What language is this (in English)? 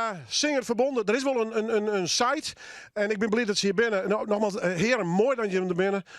Western Frisian